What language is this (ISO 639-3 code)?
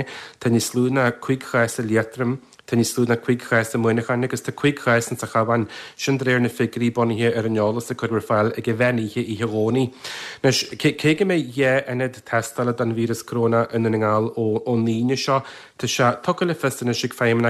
gle